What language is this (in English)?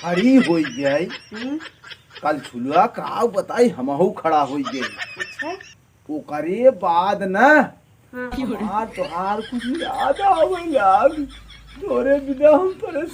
Awadhi